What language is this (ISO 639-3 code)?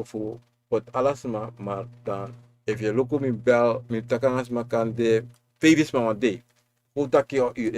srn